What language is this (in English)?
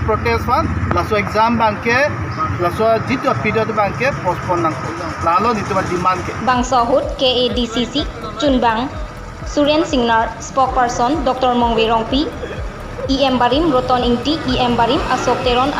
Karbi